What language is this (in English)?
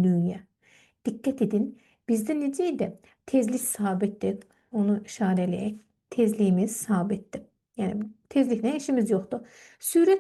Azerbaijani